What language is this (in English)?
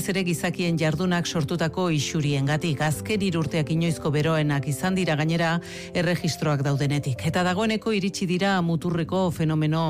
Basque